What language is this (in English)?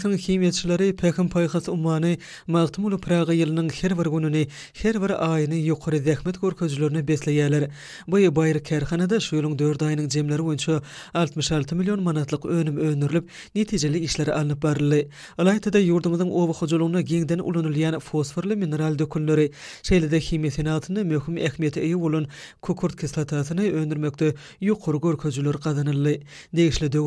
Turkmen